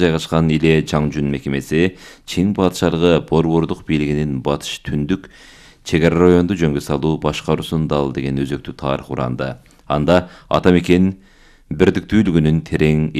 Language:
Kyrgyz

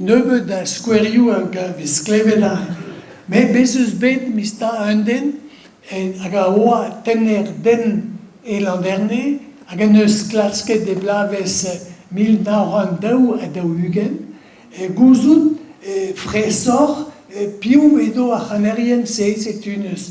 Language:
Breton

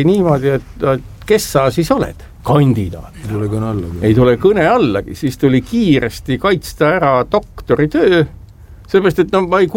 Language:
Estonian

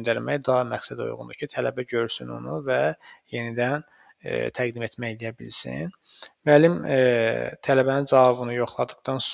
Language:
Azerbaijani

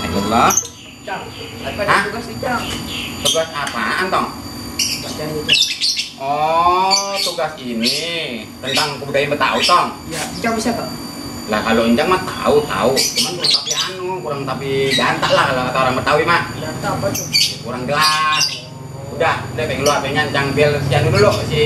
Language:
Betawi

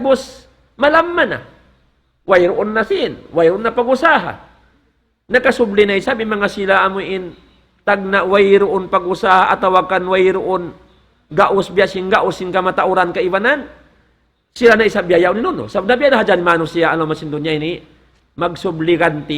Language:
Tausug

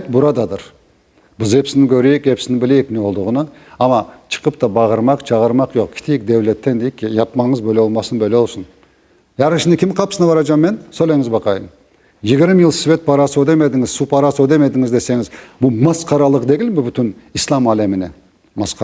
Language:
Crimean Tatar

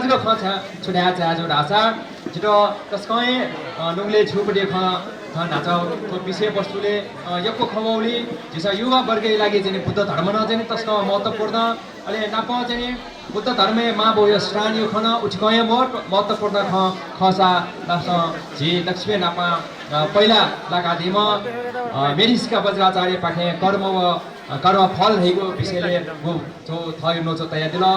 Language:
Newari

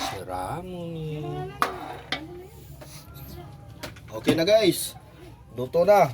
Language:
Bikol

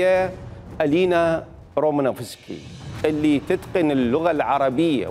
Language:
Mesopotamian Arabic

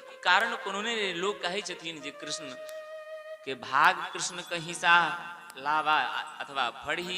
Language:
Maithili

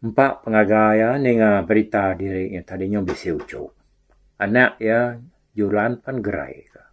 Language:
Iban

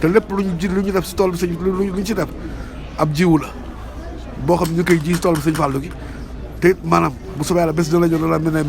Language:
Wolof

